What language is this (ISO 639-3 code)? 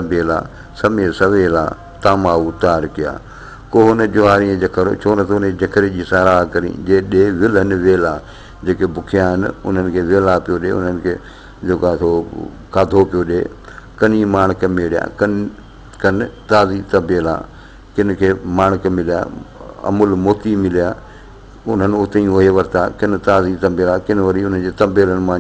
snd